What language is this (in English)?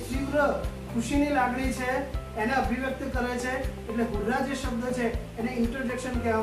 Gujarati